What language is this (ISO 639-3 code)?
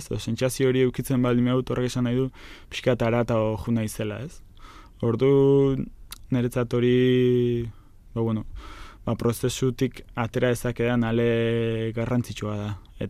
eus